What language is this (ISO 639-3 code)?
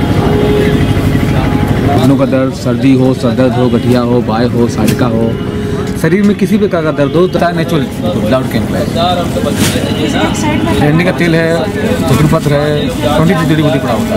hin